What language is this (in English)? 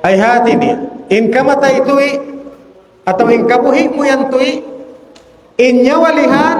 Tausug